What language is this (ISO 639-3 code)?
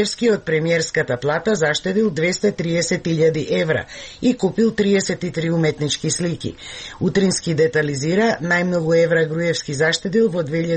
mkd